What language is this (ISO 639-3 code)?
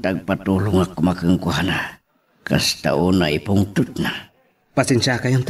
ilo